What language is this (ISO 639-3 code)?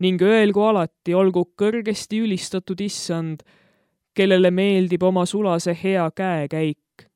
est